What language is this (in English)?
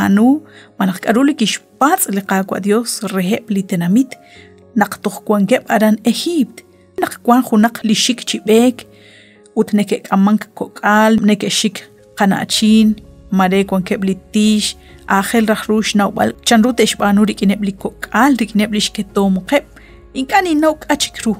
Kekchí